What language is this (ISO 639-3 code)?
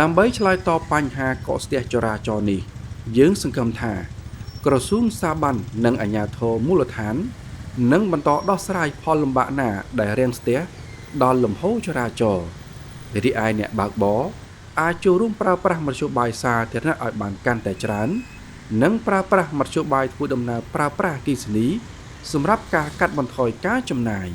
khm